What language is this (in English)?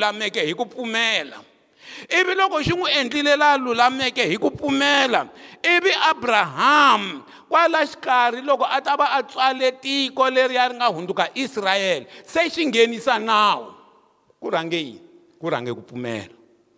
Tsonga